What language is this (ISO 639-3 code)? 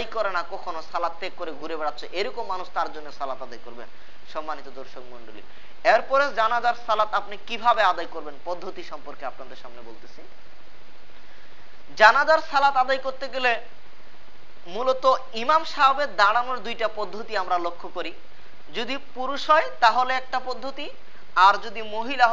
ben